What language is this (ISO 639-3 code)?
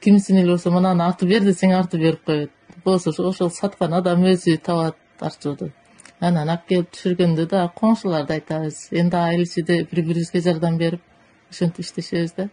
kir